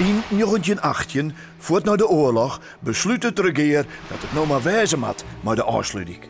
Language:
Western Frisian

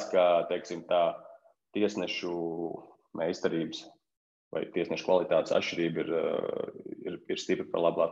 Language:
Latvian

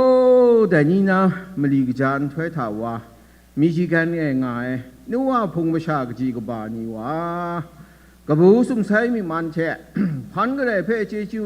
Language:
Kachin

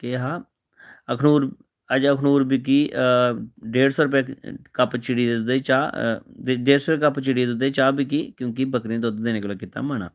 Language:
Dogri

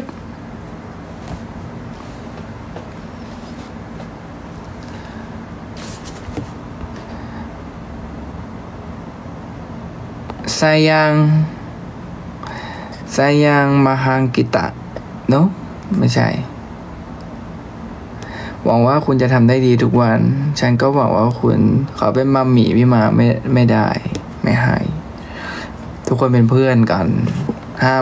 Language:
Thai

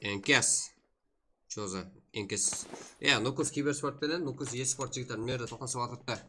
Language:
Kara-Kalpak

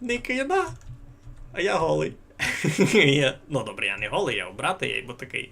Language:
Rusyn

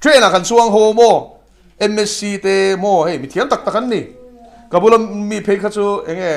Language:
Mizo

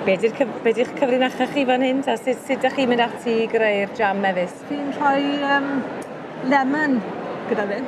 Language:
Welsh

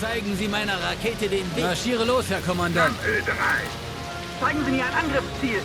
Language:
Bavarian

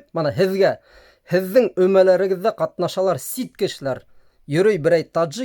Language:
Bashkir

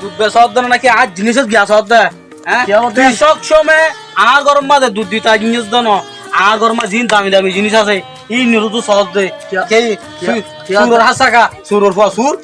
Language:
Rohingya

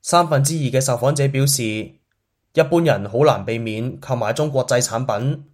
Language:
Cantonese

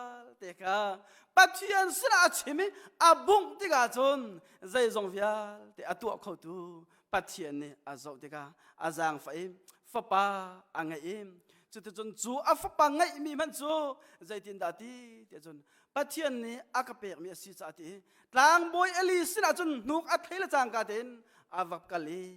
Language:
Hakha Chin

